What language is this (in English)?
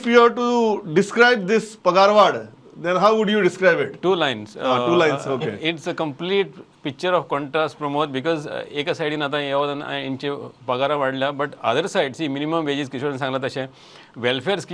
Konkani